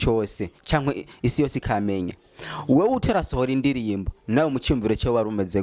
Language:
Rundi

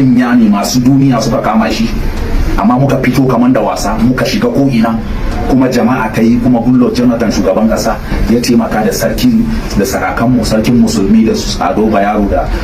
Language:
Hausa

